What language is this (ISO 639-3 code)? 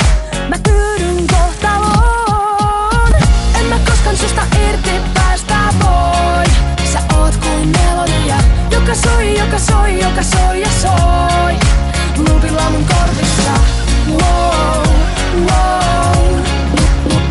fin